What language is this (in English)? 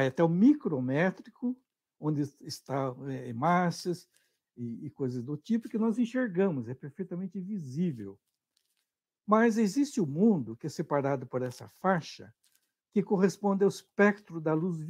Portuguese